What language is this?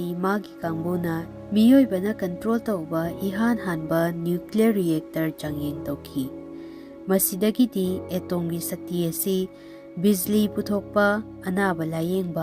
Manipuri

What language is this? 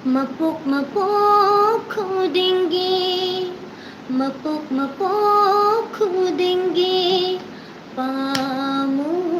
Manipuri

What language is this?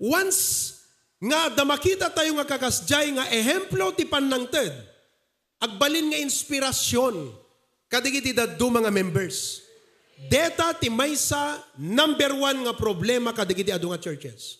Iloko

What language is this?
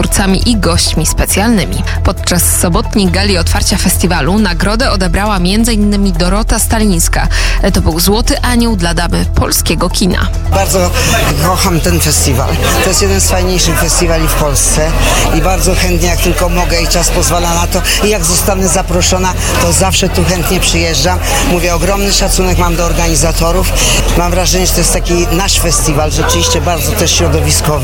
Polish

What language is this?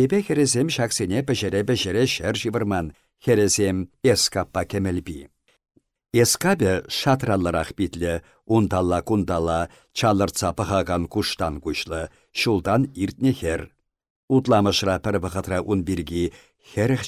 Chuvash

